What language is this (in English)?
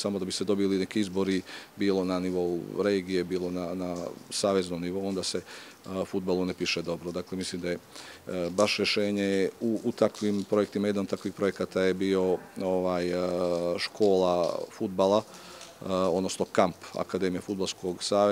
Bosnian